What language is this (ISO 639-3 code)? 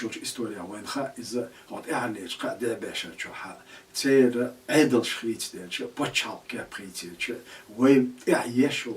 che